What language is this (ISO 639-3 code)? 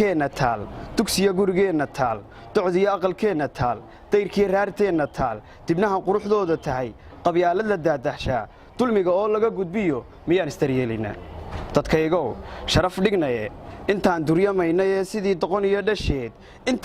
som